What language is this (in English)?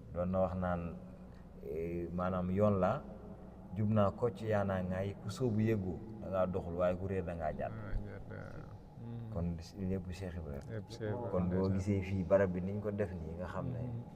Wolof